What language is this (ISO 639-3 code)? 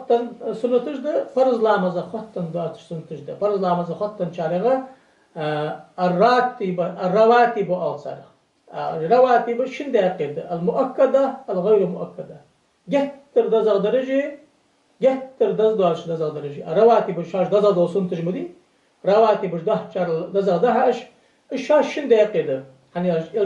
inh